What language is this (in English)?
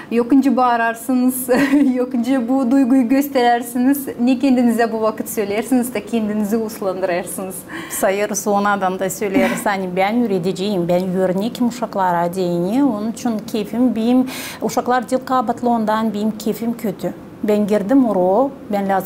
Gagauz